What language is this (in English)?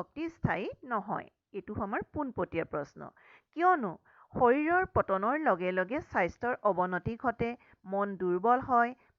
Assamese